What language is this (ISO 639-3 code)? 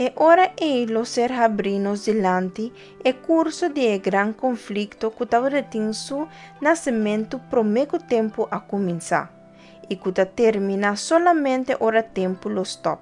pap